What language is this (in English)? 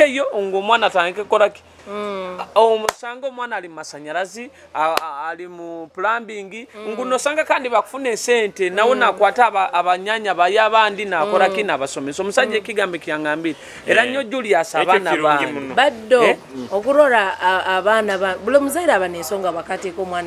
Nyoro